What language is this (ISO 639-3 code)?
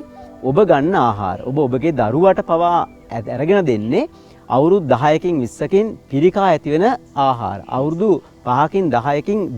sin